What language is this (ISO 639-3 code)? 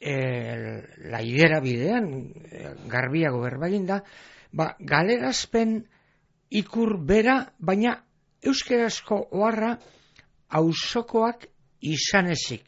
eus